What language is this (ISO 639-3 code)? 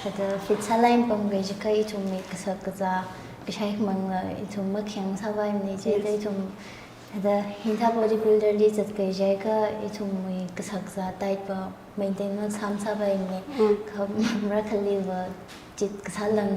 nmf